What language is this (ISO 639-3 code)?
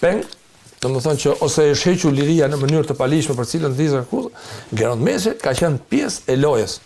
sqi